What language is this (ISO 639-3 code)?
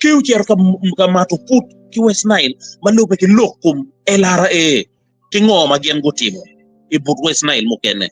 ach